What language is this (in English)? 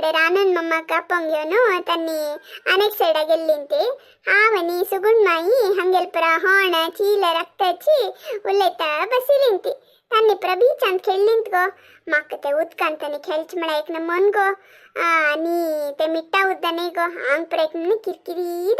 Konkani